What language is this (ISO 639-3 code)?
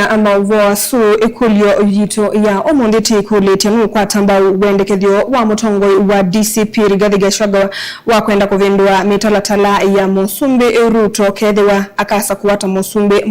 kam